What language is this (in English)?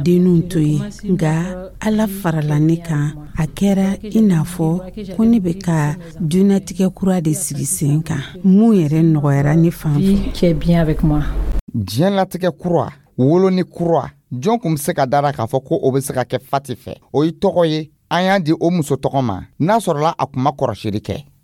Dyula